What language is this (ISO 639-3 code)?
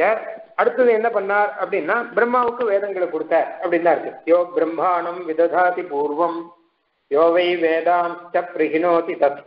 tam